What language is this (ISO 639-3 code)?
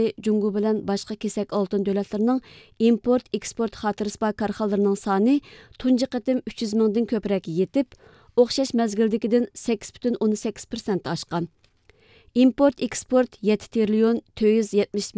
uig